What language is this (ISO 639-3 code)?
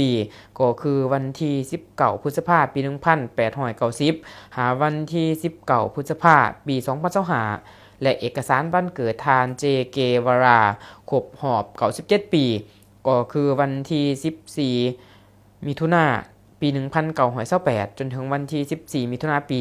lao